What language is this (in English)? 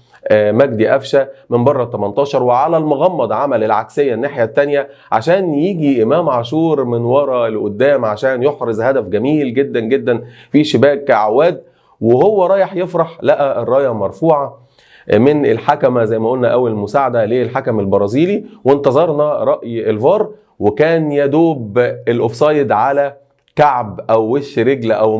Egyptian Arabic